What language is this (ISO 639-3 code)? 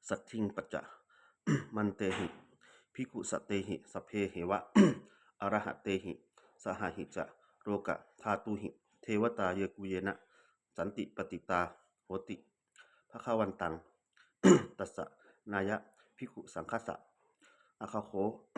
pli